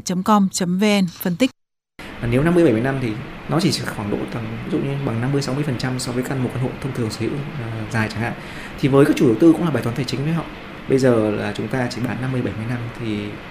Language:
Vietnamese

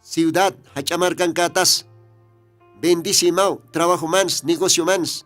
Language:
Aymara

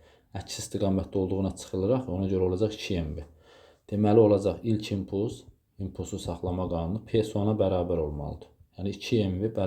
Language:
Azerbaijani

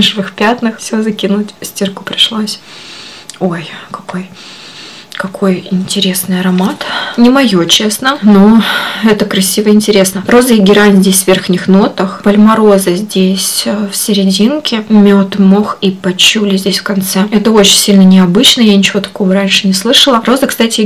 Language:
Russian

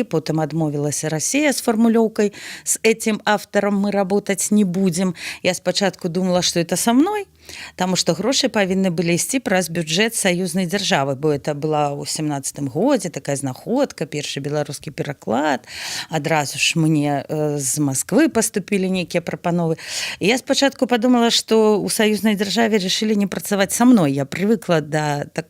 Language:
Belarusian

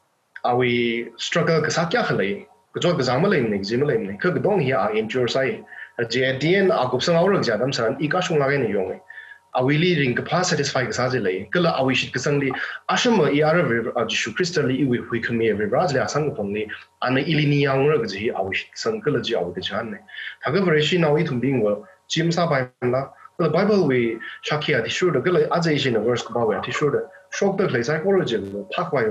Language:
Tangkhul Naga (India)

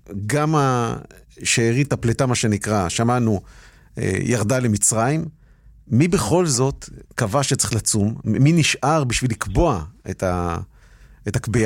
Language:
Hebrew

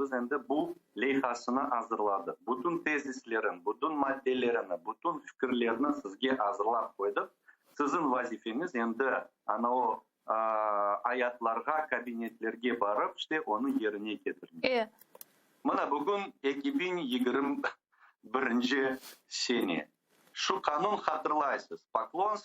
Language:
Crimean Tatar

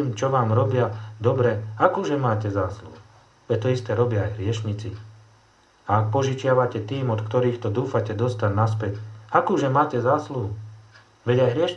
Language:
Slovak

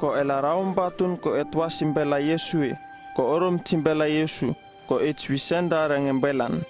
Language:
Uripiv-Wala-Rano-Atchin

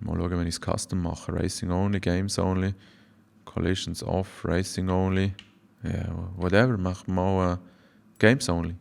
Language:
Swiss German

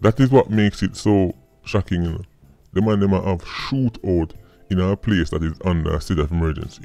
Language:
Jamaican Creole English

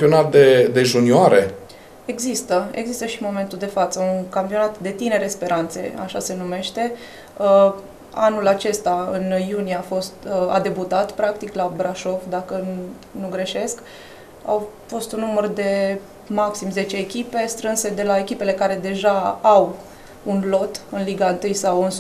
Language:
Romanian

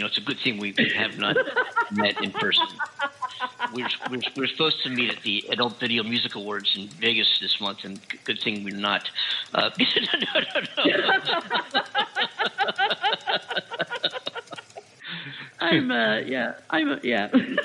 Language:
English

